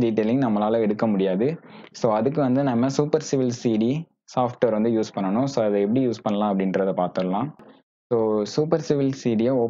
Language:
Tamil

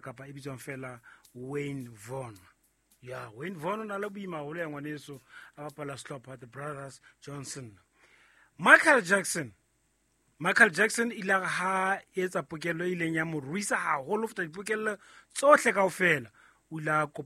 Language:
Southern Sotho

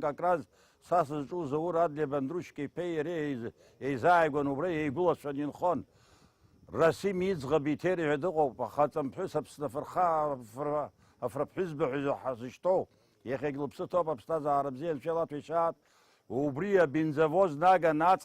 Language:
Abkhazian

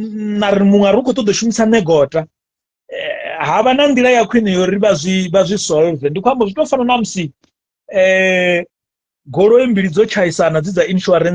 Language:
Venda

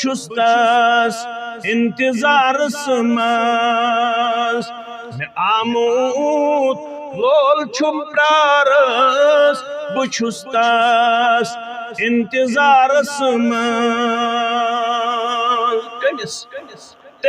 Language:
Kashmiri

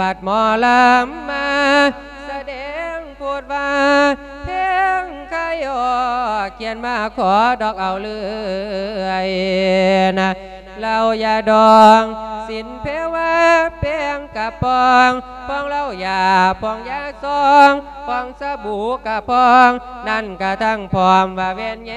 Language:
Lao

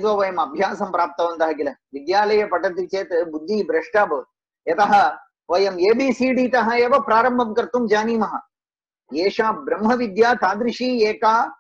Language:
Sanskrit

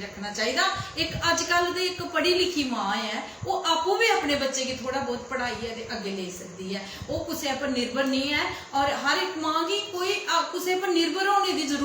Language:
Dogri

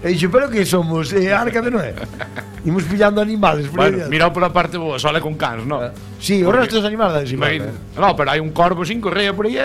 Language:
Galician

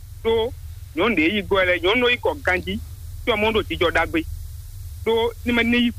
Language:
Fon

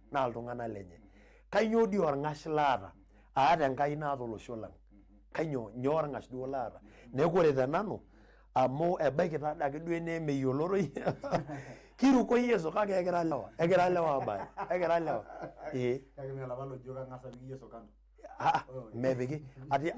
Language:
Masai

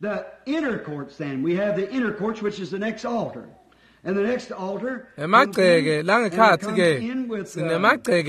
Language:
Swati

